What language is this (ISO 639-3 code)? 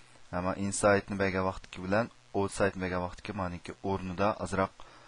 uig